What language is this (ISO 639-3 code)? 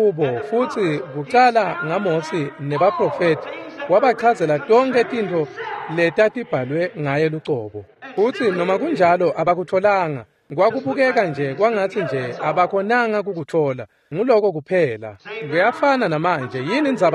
ssw